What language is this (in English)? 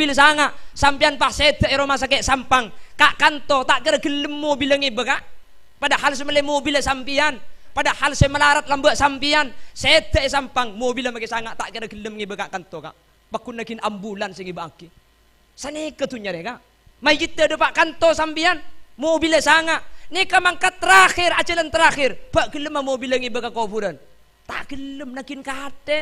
Madurese